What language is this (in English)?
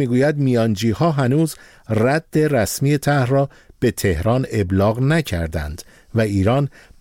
Persian